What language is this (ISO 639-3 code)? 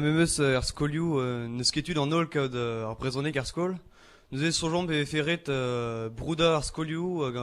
bre